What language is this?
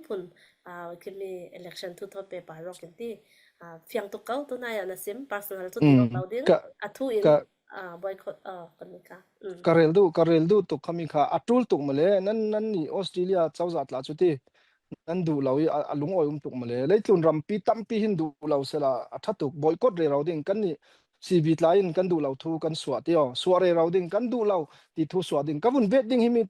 Falam Chin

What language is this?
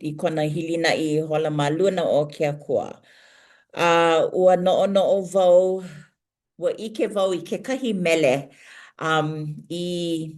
Hawaiian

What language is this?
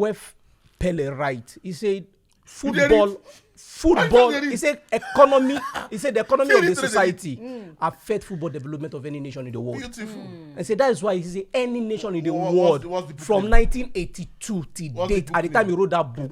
Nigerian Pidgin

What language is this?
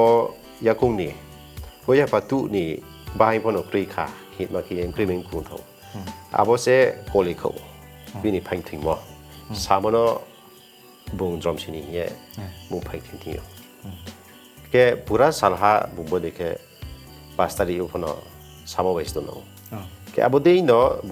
Riang (India)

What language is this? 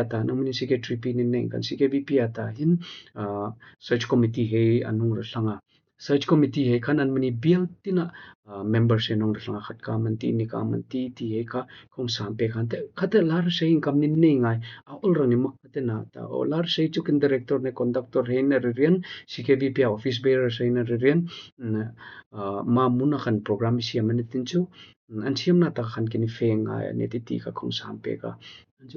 Hmar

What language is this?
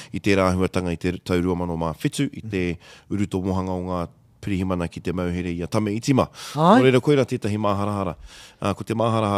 Māori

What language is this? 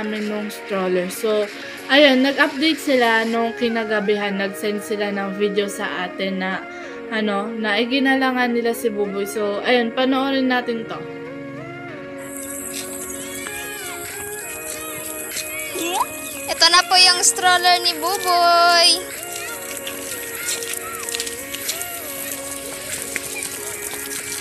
Filipino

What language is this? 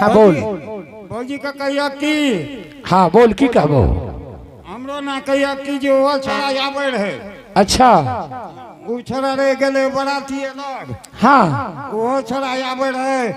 Angika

